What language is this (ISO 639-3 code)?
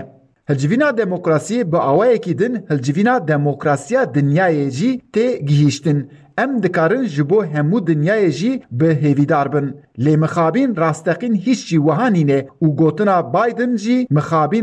kur